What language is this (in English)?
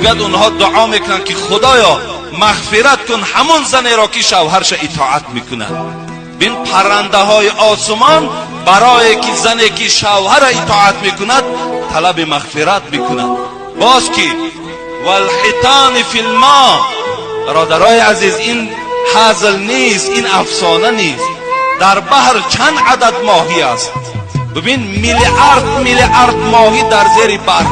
Tajik